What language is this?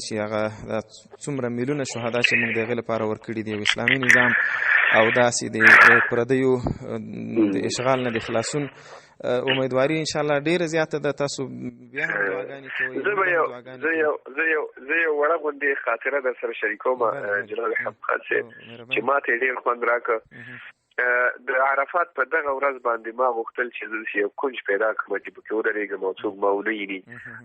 Pashto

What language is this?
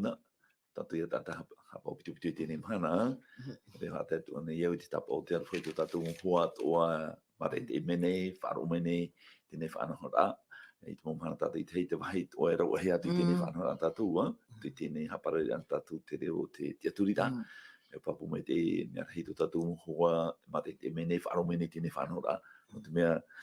Tahitian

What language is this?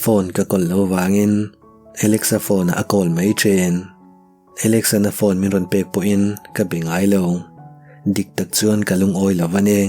Mizo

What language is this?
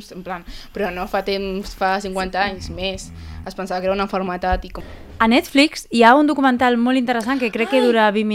Catalan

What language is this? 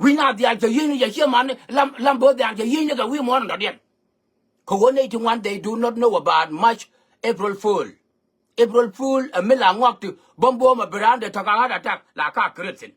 Nuer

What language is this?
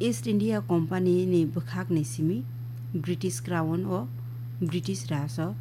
Kok Borok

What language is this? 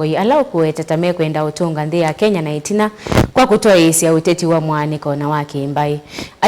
Kamba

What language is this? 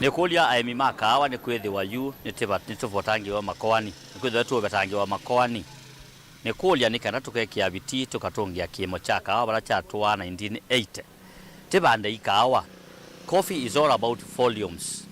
Kamba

